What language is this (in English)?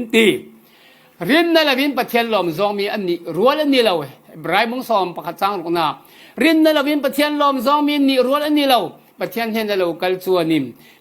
Falam Chin